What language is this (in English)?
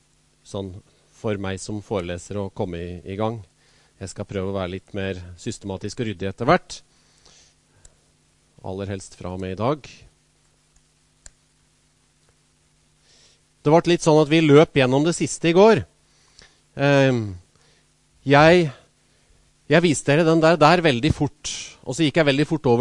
Norwegian